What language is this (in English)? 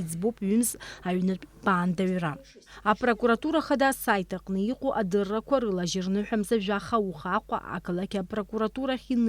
Abkhazian